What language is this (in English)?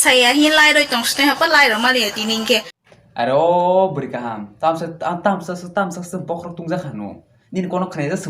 Kok Borok